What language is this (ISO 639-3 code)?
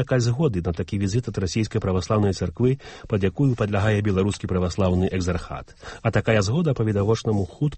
bel